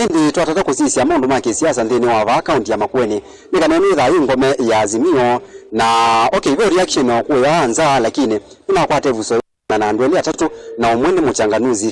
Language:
Kamba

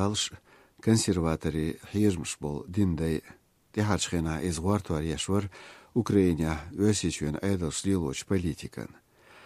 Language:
Chechen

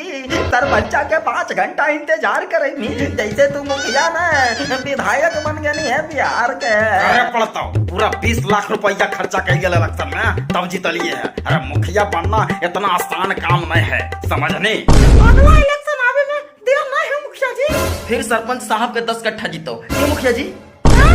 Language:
Magahi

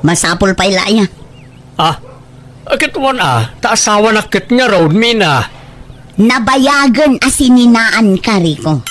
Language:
Iloko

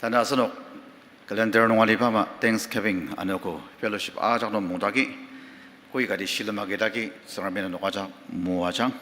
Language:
Ao Naga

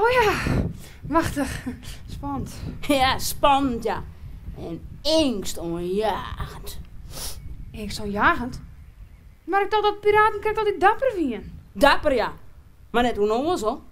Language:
Western Frisian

